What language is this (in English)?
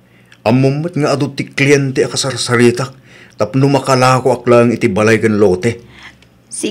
Iloko